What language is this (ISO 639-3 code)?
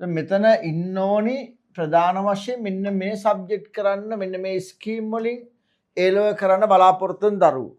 sin